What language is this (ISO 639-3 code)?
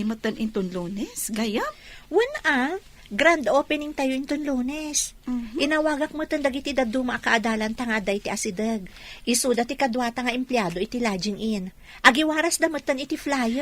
ilo